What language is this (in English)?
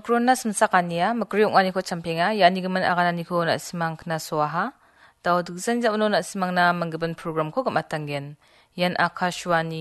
Garo